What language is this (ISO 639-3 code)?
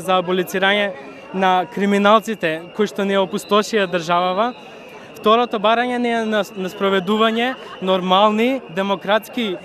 mkd